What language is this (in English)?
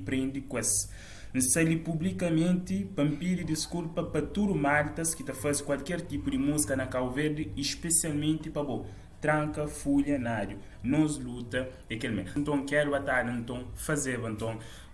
Kabuverdianu